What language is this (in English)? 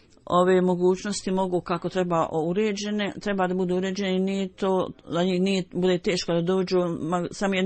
Bosnian